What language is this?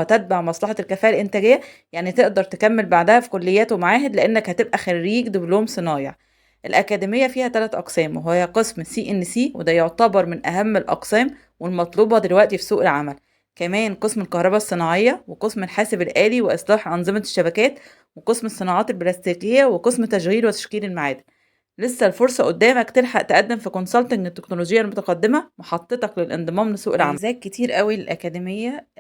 Egyptian Arabic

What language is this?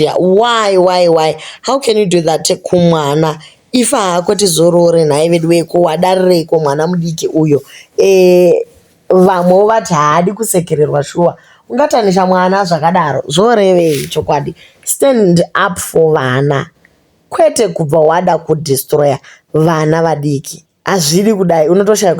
Shona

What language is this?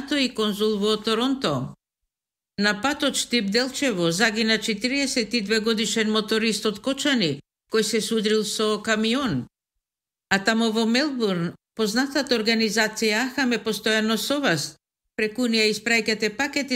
Macedonian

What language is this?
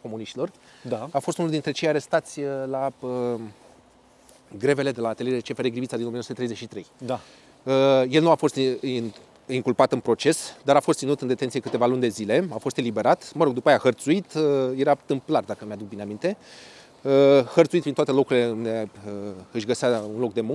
Romanian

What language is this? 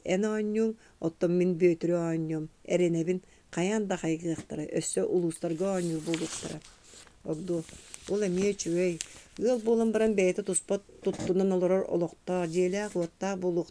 Yakut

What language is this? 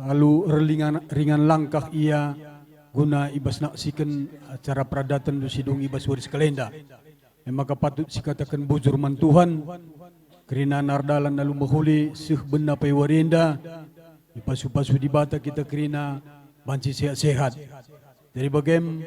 Batak Karo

